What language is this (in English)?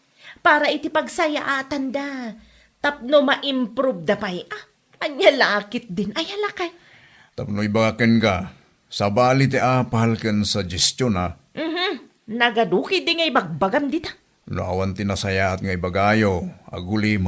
Iloko